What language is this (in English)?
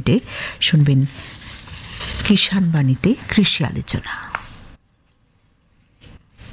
Bangla